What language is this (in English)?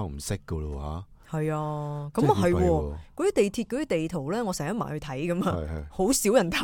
Cantonese